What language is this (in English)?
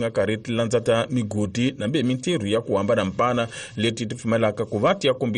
Tsonga